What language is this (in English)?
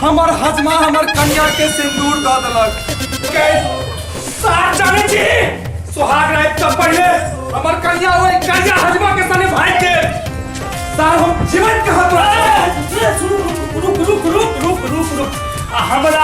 Maithili